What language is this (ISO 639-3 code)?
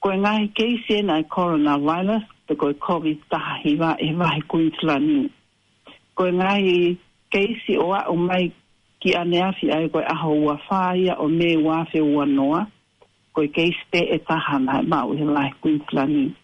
ton